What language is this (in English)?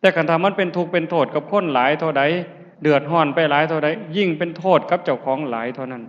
Lao